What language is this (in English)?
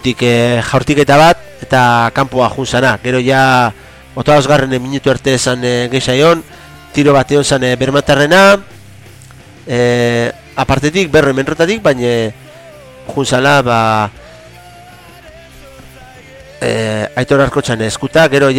Basque